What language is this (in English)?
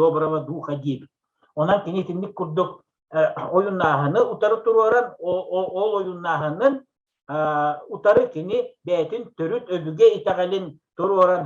Yakut